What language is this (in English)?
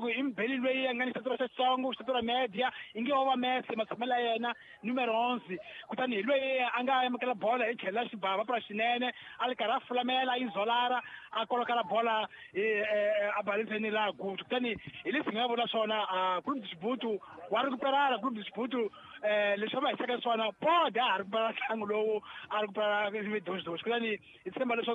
Tsonga